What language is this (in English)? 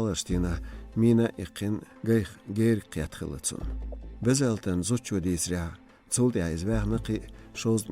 Chechen